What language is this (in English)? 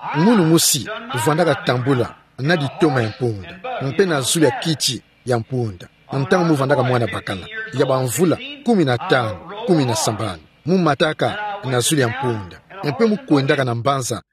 Kituba (Democratic Republic of Congo)